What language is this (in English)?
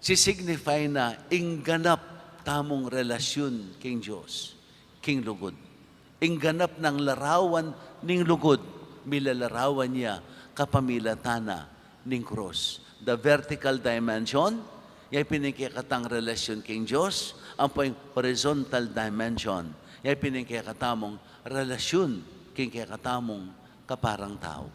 Pampanga